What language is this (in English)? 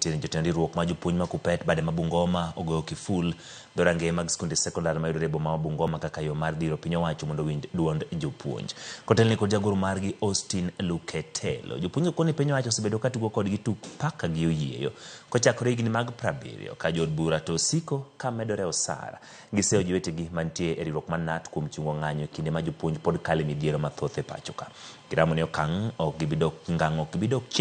Luo (Kenya and Tanzania)